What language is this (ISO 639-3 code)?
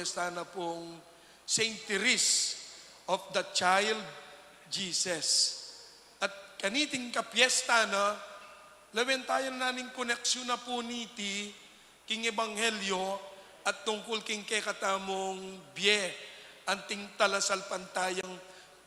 pam